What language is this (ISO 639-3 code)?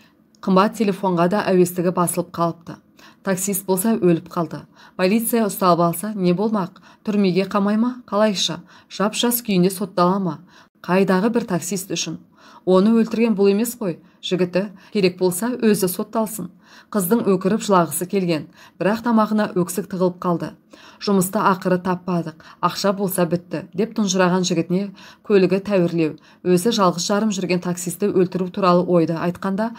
kaz